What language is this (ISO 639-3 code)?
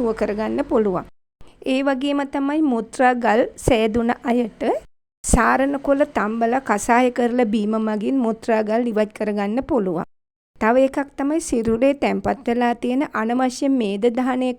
sin